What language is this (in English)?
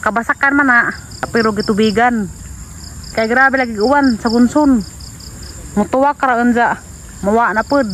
Cebuano